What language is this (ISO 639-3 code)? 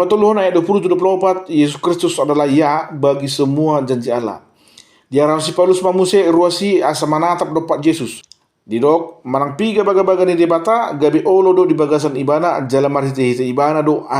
bbc